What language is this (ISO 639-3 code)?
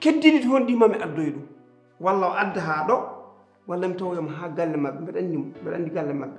ful